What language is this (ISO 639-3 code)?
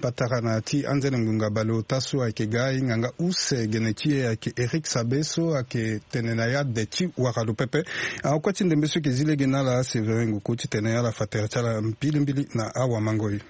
sag